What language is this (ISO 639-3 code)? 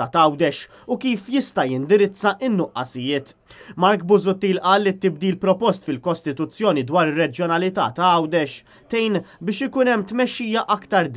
mlt